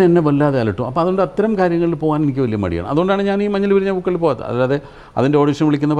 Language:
Malayalam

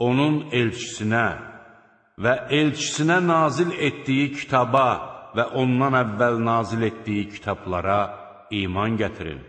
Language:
Azerbaijani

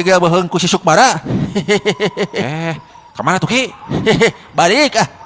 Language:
Sundanese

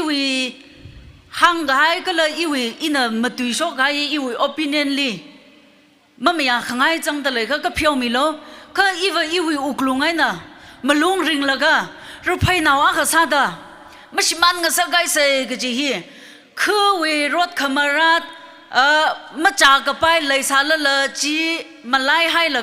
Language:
Tangkhul Naga (India)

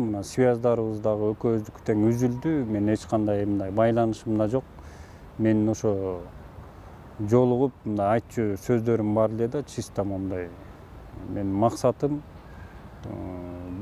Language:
Kyrgyz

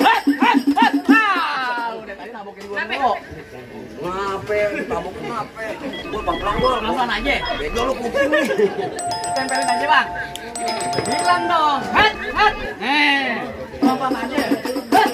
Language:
Betawi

